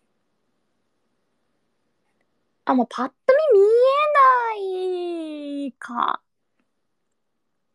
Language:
Japanese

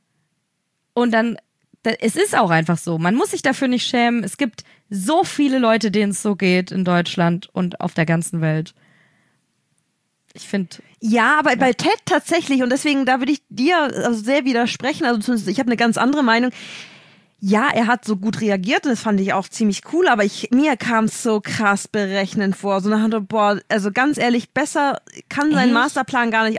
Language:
German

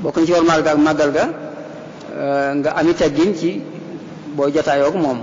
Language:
Wolof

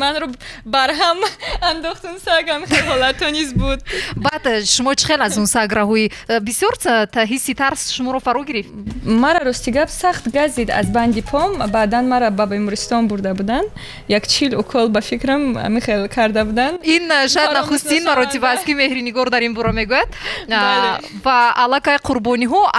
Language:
Tajik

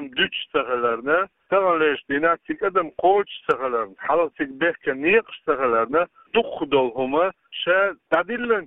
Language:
Chechen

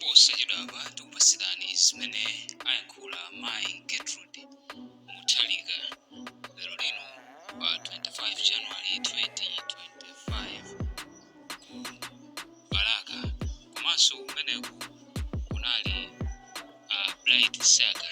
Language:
Nyanja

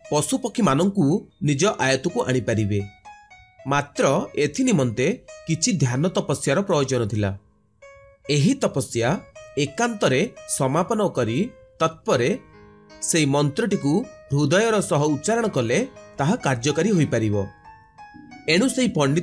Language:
Odia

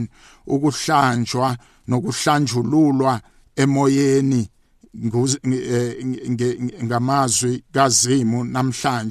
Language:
South Ndebele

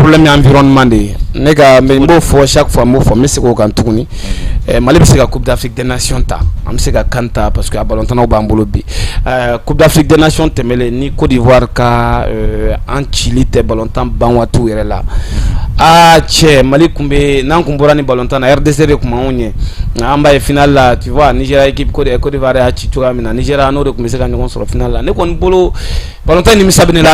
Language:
Bambara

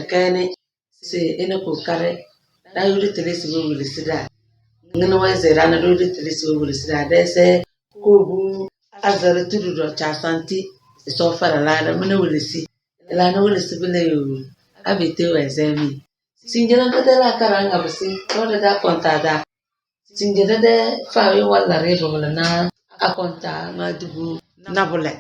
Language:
Tem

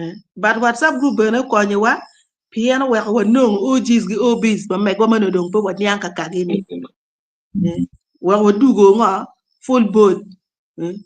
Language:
Acoli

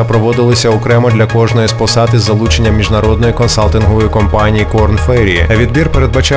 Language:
Ukrainian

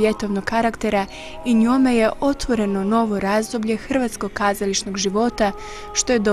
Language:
Croatian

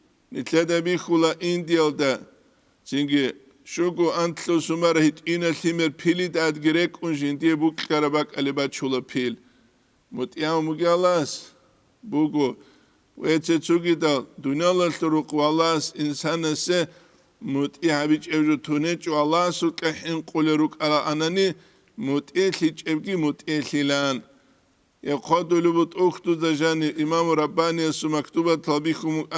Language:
Avaric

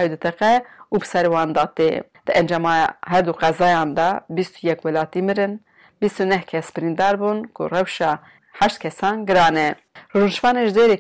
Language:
Kurdish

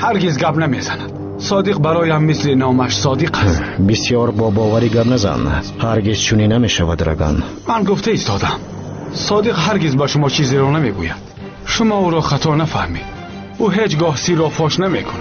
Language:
Tajik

